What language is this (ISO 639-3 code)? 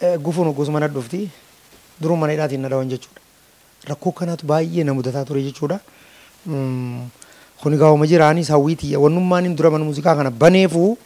orm